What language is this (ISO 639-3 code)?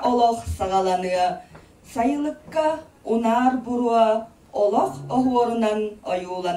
sah